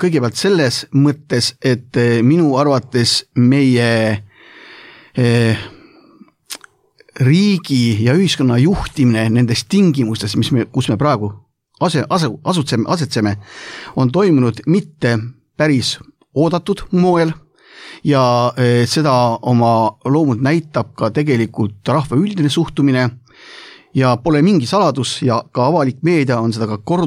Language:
Estonian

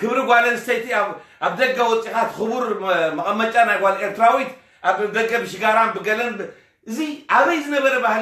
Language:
Tigrinya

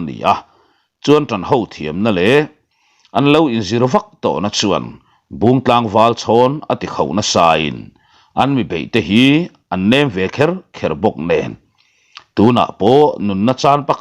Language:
Mizo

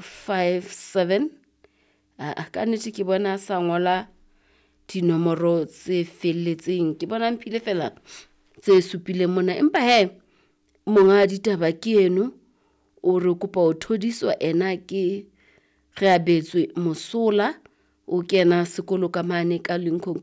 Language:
Southern Sotho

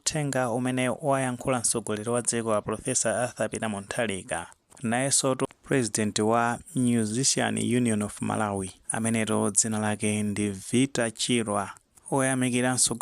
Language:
Nyanja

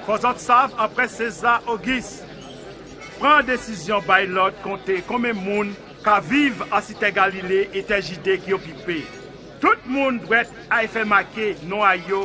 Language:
Guadeloupean Creole French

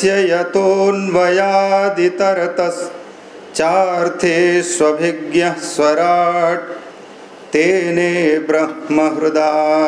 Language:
Sanskrit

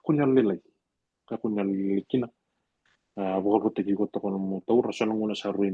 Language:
Fijian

